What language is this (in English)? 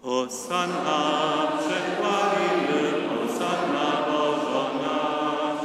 Upper Sorbian